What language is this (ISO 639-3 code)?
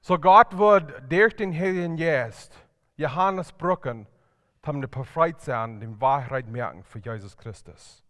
pdt